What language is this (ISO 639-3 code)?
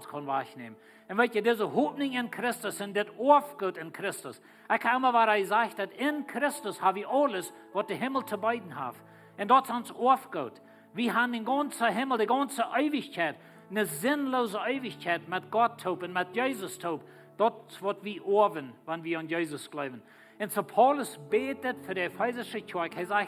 pdt